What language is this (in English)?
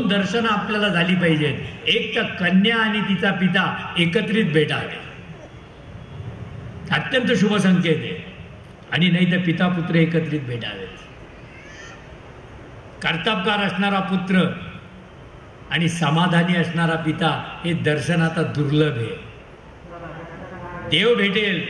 Marathi